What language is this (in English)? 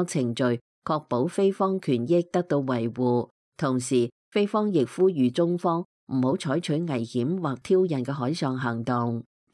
Cantonese